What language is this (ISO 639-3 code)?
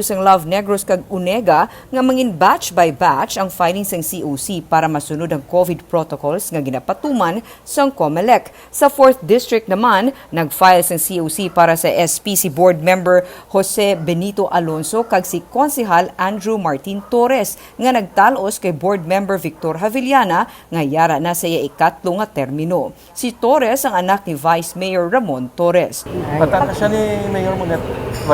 hil